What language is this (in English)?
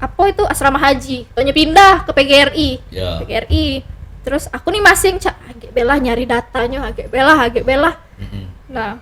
Musi